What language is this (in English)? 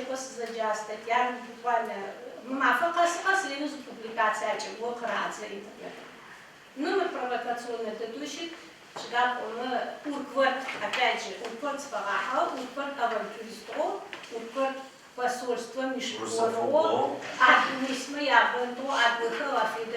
Adyghe